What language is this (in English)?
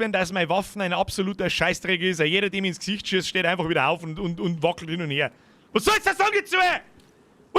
Bavarian